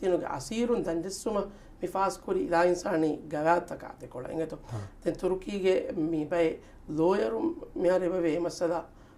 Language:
Divehi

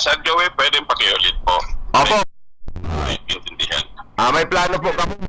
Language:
Bikol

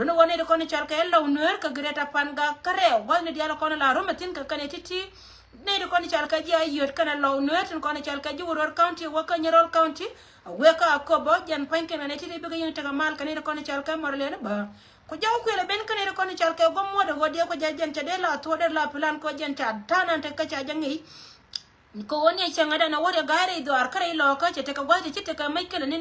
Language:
Nuer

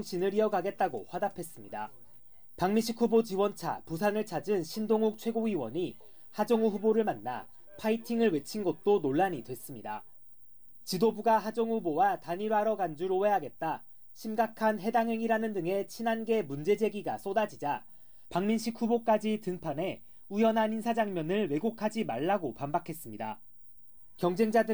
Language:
Korean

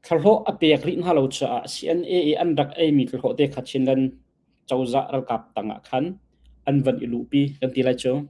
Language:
Hakha Chin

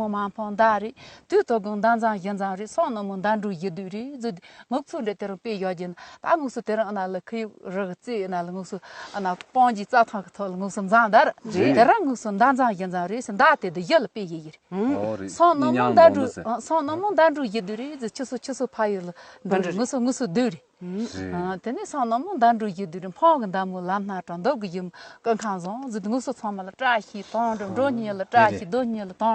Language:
Tibetan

